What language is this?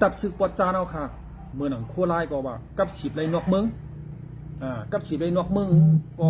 Shan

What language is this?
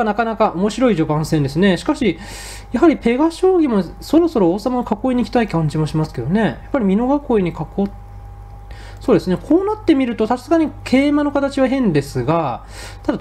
Japanese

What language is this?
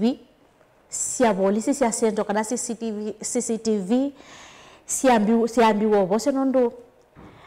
Kamba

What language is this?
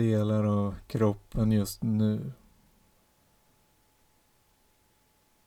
Swedish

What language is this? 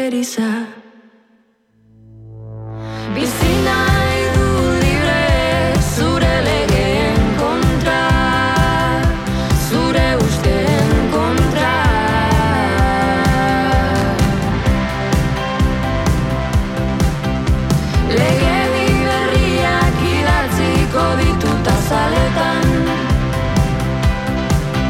Basque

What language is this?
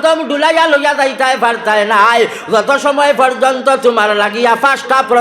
Sylheti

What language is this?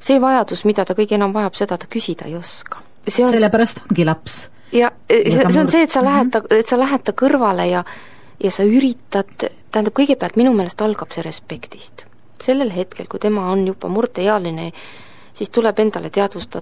Estonian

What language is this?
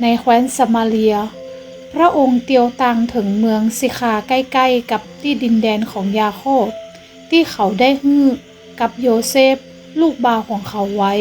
Northern Thai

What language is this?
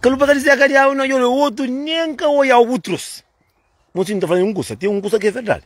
Kabuverdianu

